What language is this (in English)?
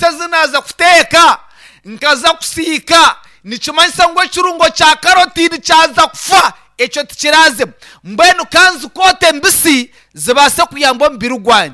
Nyankole